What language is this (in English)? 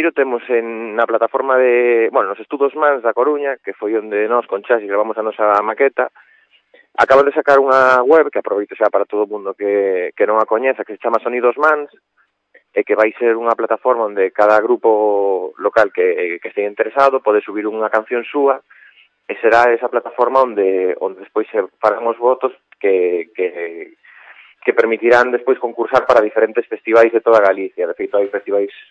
Galician